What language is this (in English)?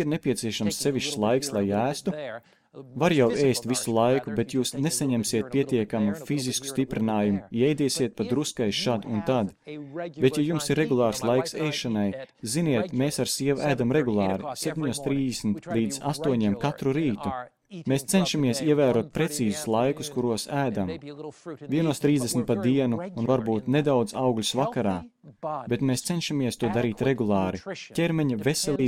Latvian